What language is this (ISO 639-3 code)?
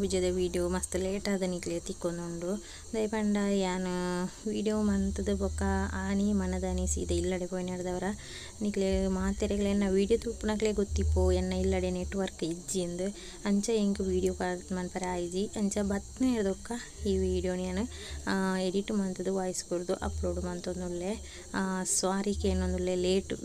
tcy